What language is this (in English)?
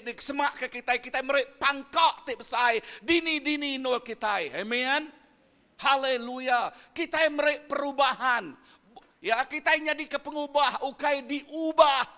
Iban